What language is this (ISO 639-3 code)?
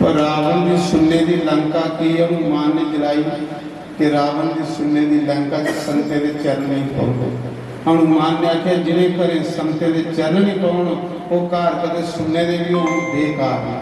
doi